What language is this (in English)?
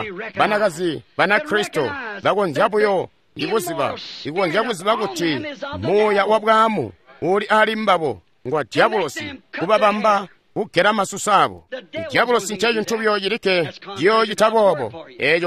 Tonga (Zambia)